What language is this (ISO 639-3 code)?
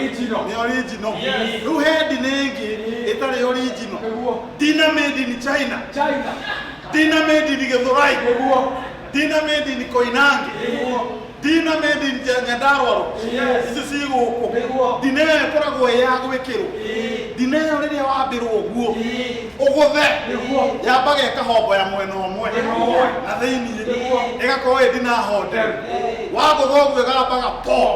kik